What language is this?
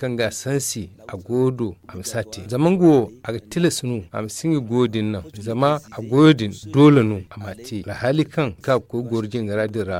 Zarma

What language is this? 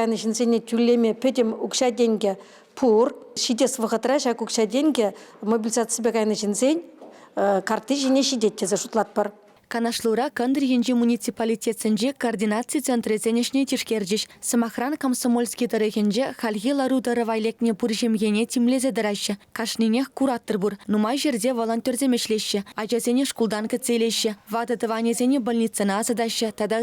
Chuvash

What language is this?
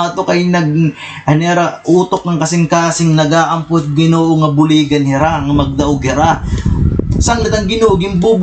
Waray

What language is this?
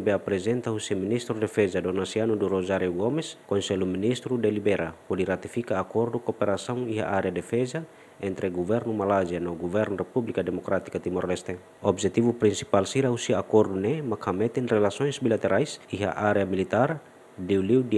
Tetum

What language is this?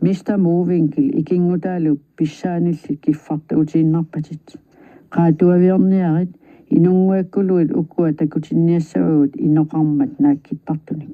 Kalaallisut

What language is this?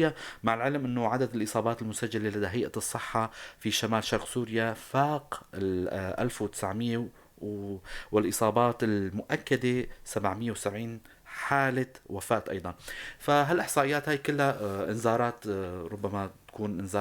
North Levantine Arabic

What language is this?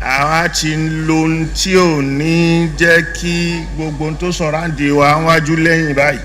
Yoruba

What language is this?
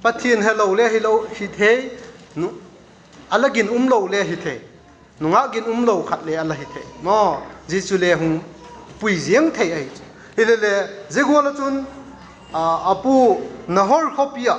Vaiphei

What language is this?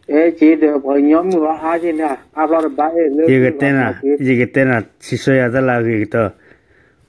S'gaw Karen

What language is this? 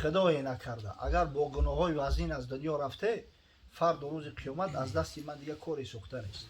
Tajik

